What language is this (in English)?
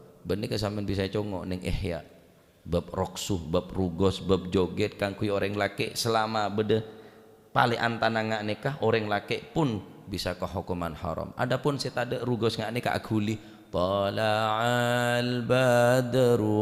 Madurese